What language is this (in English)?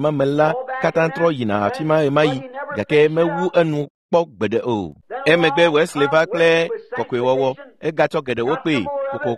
Ewe